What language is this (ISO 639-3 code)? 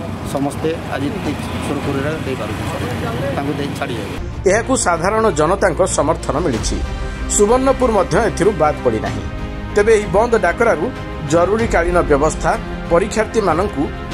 ori